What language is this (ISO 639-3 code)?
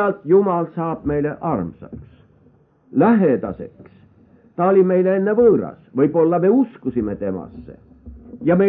est